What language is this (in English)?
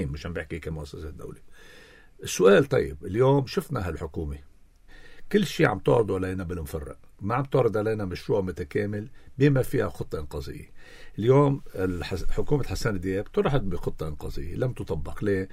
North Levantine Arabic